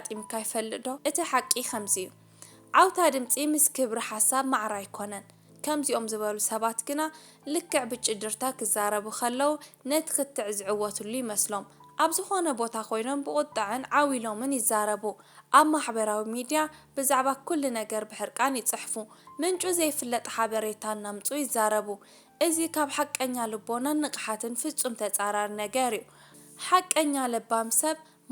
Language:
Tigrinya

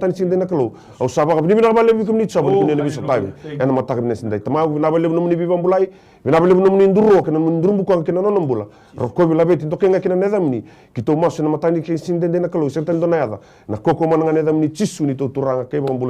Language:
Fijian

